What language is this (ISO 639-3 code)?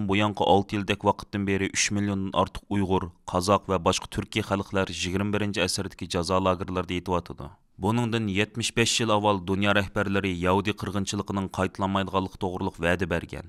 uig